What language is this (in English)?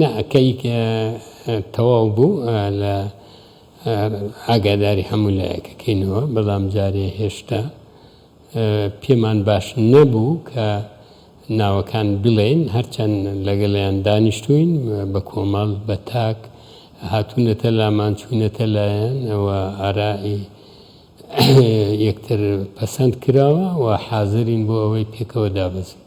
Central Kurdish